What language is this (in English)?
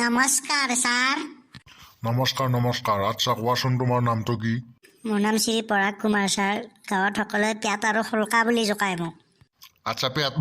Assamese